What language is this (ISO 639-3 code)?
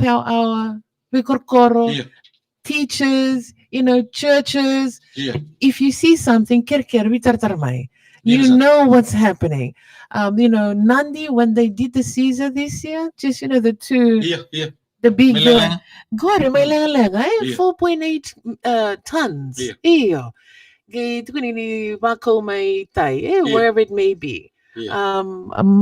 fij